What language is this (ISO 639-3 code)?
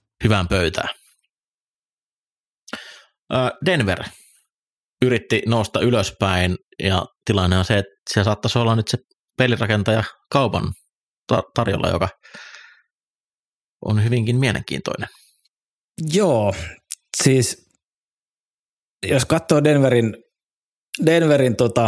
fin